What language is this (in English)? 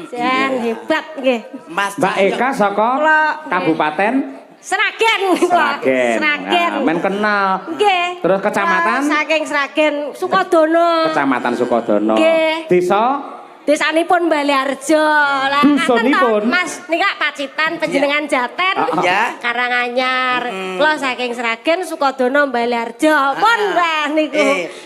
Javanese